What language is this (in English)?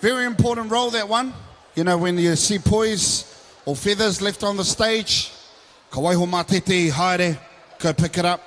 Māori